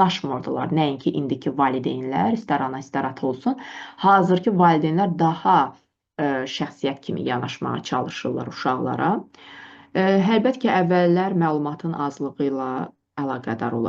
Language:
Azerbaijani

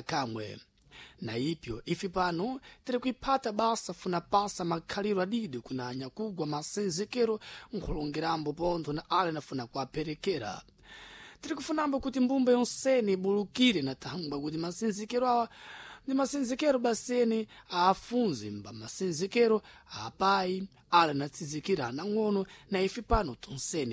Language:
Sena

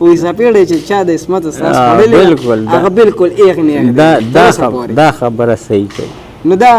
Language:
Pashto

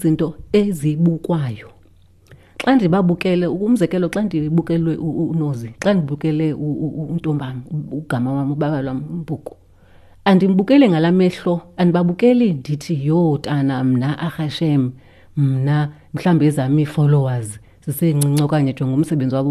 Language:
Xhosa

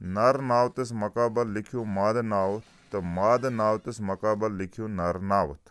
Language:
Kashmiri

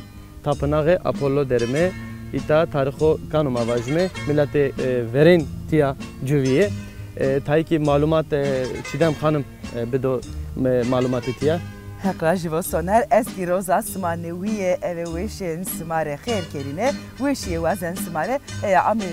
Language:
Zaza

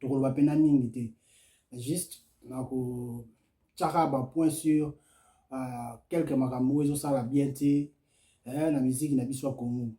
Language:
Lingala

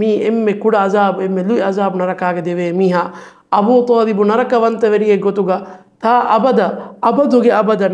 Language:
Divehi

